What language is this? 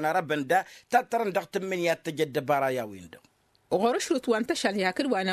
Tamasheq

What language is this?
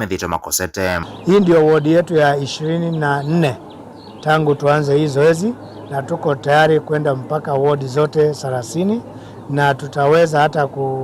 Kamba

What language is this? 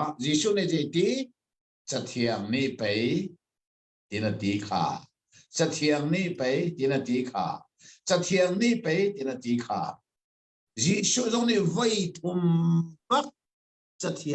Hakha Chin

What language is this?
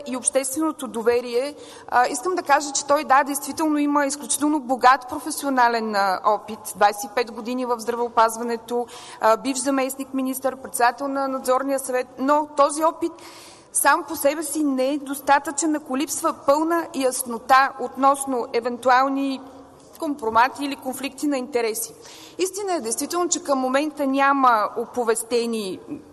Bulgarian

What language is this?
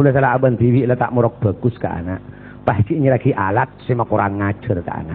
Madurese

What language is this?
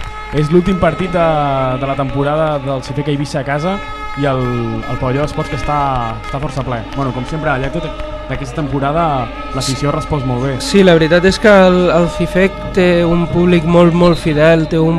Catalan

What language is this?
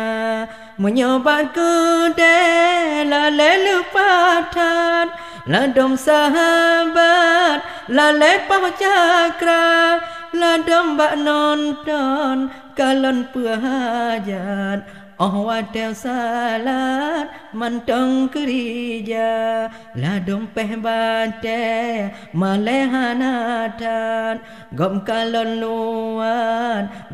Achinese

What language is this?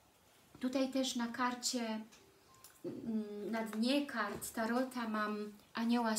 Polish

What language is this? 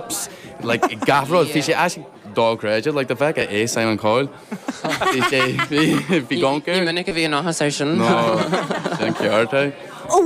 Irish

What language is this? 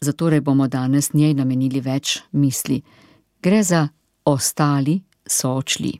Slovenian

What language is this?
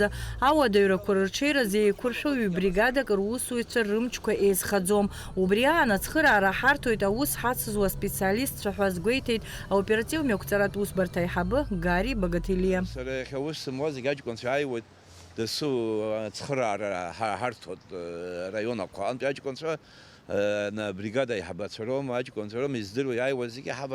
Abkhazian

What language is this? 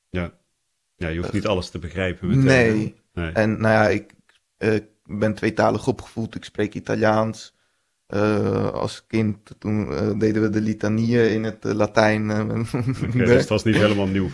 Dutch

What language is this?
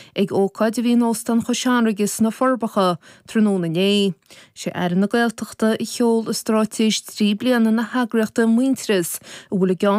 Irish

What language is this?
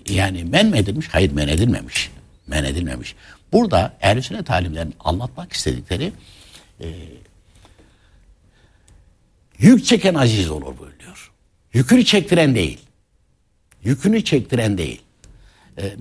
Turkish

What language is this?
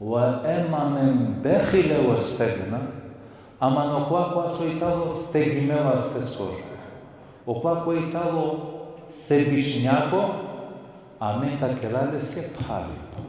Balkan Romani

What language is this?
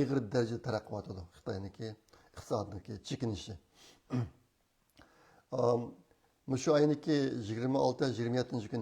Uyghur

